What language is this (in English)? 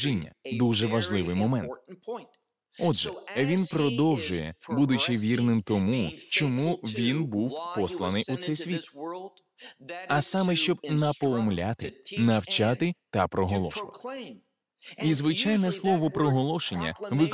Ukrainian